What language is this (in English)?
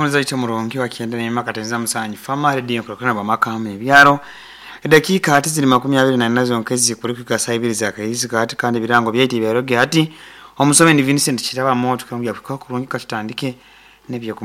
Nyoro